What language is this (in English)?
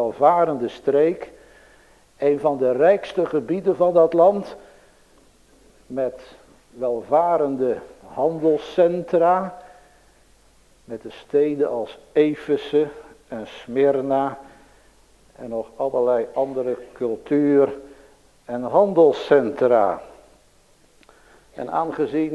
Dutch